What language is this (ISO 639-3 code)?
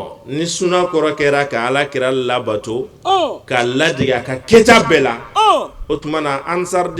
bam